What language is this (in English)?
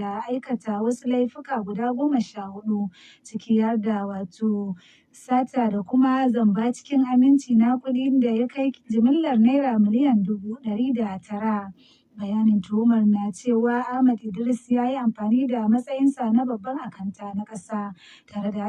Hausa